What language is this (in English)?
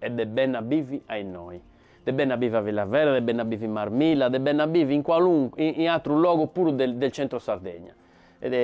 Sardinian